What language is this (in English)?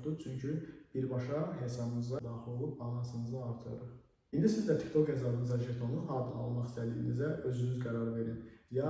Azerbaijani